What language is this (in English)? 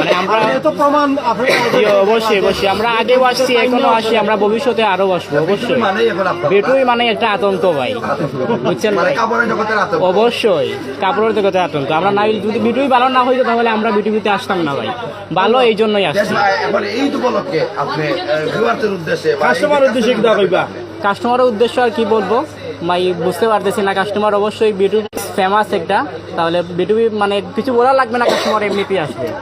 Sylheti